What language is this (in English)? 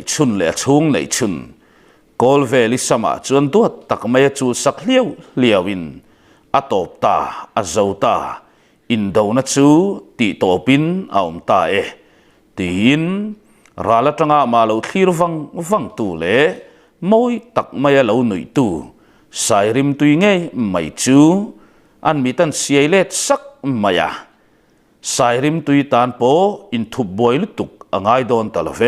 Mizo